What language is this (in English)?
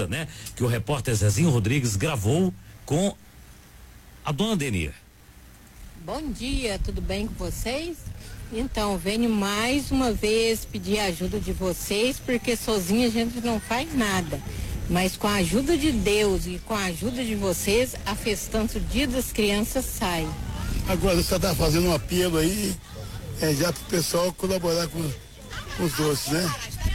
Portuguese